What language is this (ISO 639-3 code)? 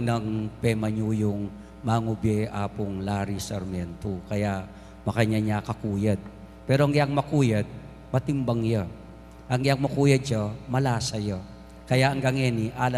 pam